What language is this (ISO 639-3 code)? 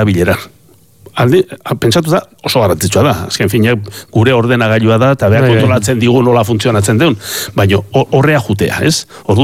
eus